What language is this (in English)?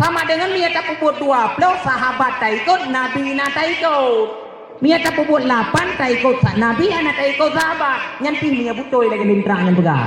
Achinese